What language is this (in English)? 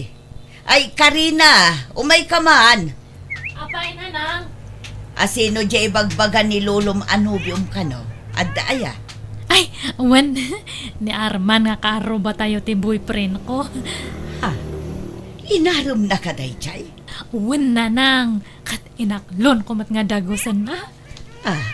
Iloko